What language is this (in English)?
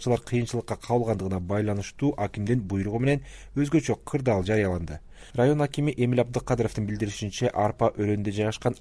Kyrgyz